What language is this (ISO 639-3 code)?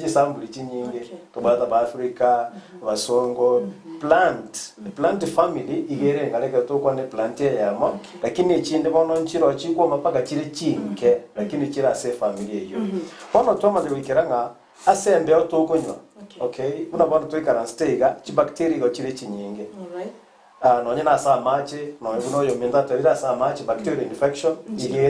guz